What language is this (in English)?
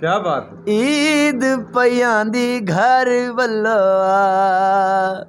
Saraiki